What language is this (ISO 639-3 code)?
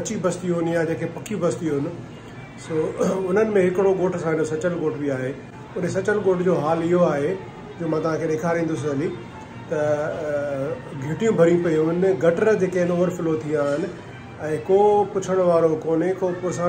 snd